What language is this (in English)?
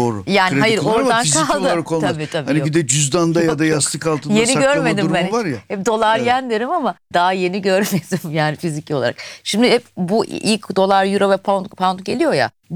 Turkish